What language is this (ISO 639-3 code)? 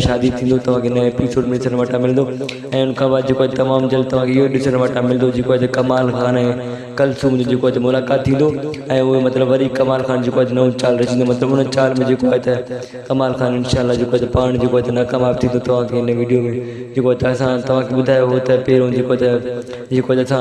snd